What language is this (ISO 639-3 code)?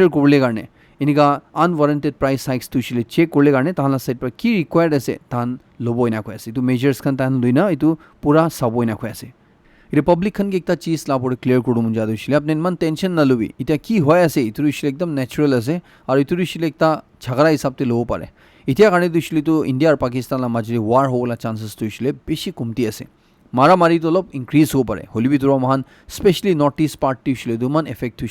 nag